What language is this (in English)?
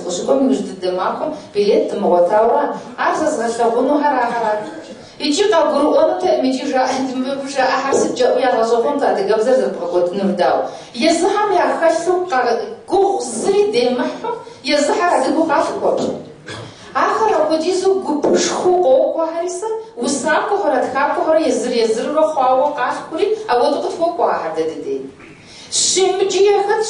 Kabardian